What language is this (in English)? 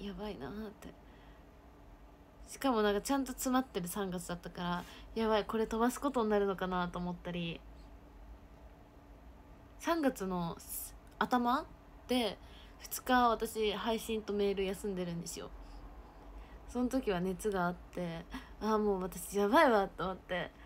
Japanese